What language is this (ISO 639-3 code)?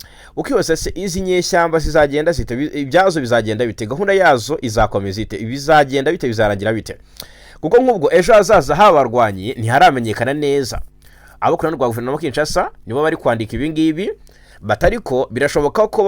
kin